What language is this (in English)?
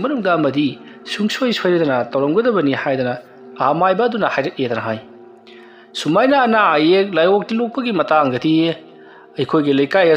Manipuri